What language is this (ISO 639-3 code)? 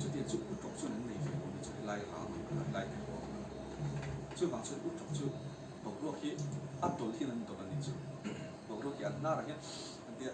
lus